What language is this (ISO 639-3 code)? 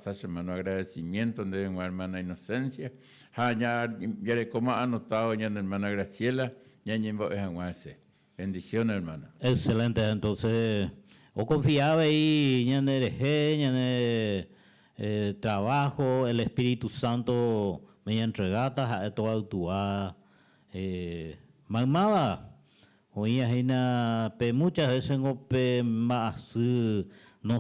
grn